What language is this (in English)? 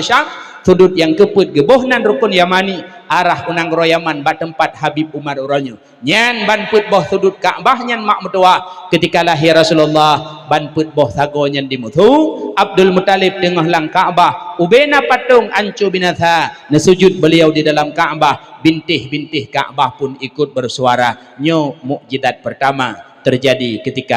Achinese